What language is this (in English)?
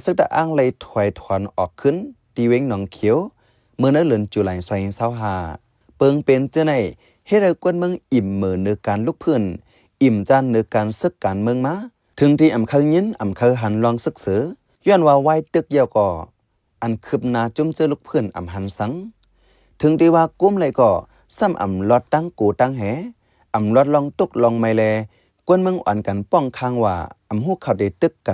Shan